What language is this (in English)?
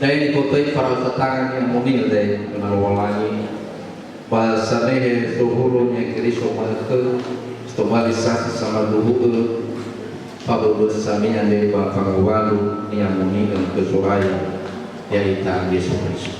Nias